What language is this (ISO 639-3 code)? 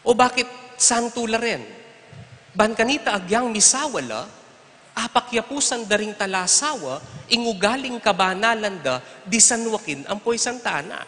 pam